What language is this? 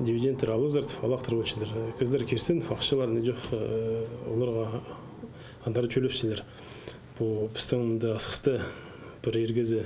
Khakas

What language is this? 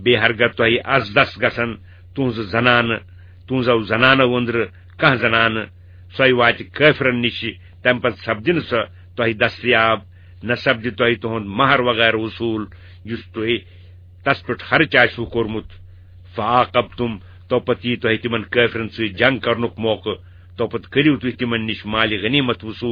Kashmiri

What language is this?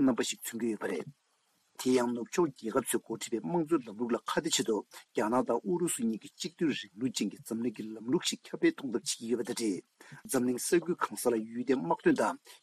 Tibetan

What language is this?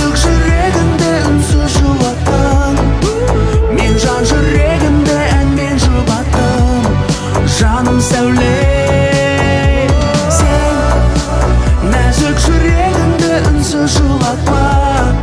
Kazakh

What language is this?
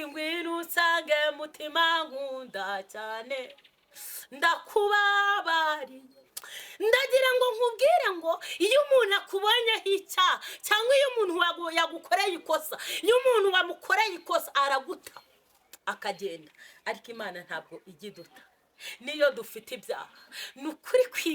Kinyarwanda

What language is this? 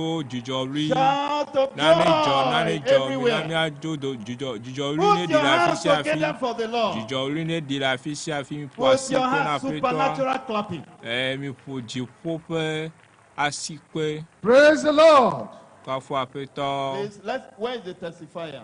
Ewe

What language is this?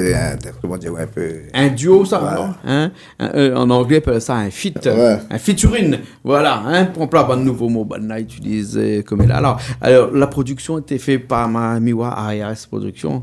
Réunion Creole French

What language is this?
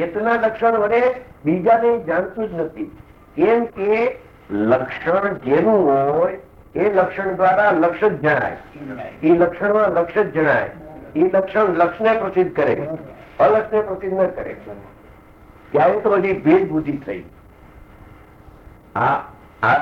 Gujarati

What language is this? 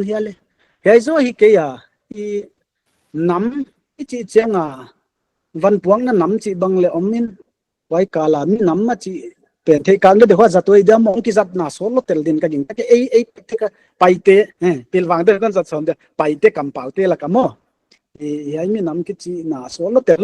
Paite Chin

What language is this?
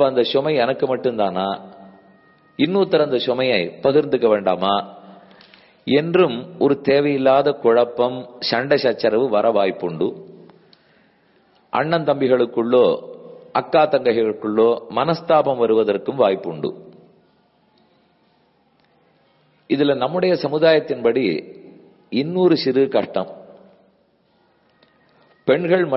Tamil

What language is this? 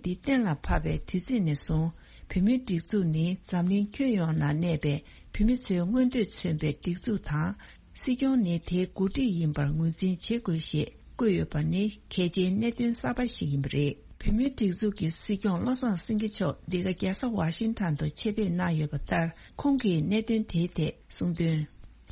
Tibetan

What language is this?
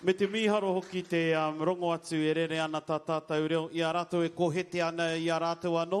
Māori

